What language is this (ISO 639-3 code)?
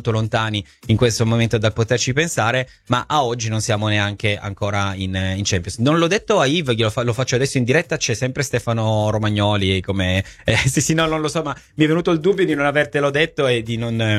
ita